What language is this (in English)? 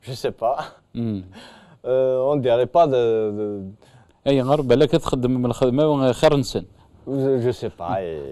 Kabyle